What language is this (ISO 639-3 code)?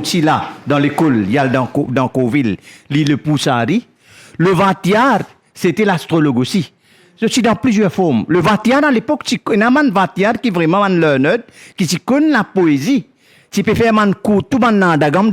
mfe